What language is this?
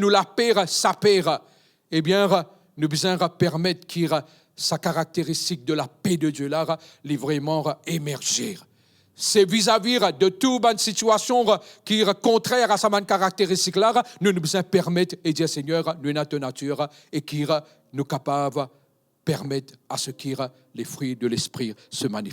Morisyen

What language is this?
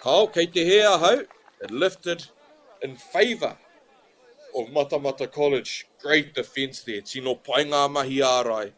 Māori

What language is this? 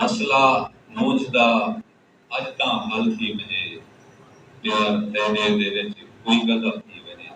Saraiki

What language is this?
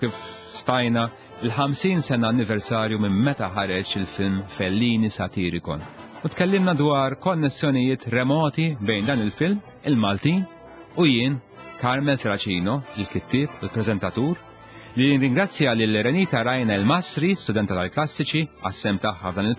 Maltese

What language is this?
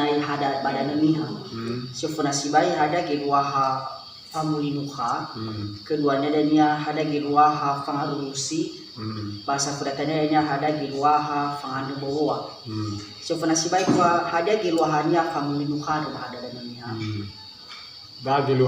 Nias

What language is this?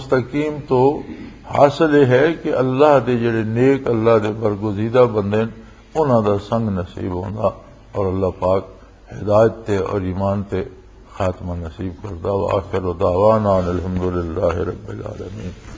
Western Panjabi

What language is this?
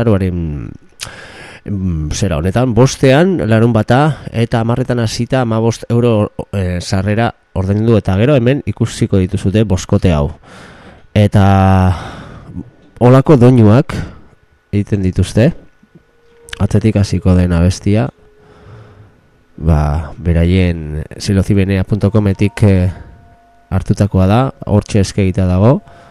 Basque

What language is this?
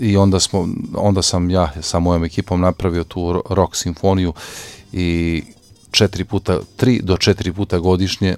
Serbian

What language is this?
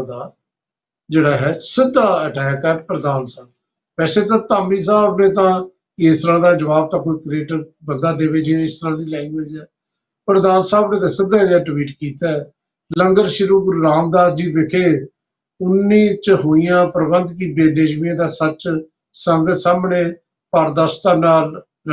Punjabi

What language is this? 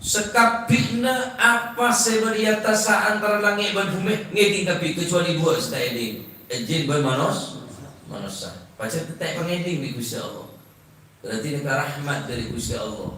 Madurese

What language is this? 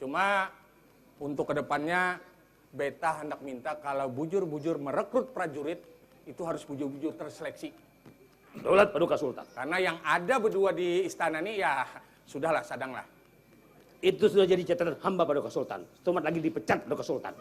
Banjar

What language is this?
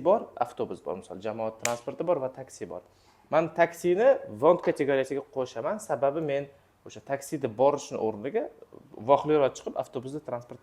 Uzbek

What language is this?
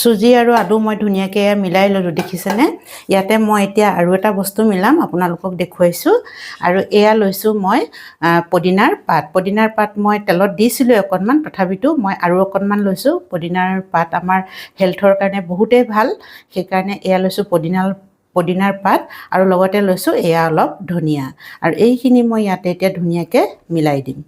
Assamese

